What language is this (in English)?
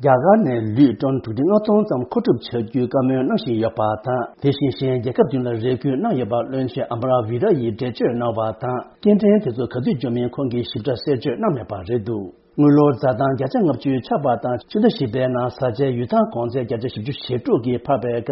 Tibetan